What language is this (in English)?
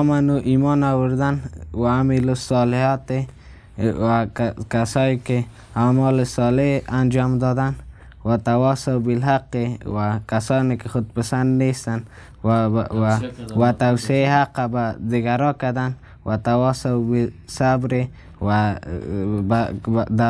Persian